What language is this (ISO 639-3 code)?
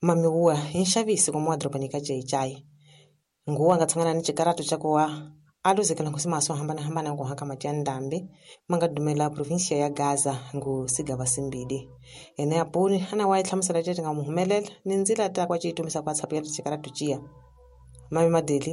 tso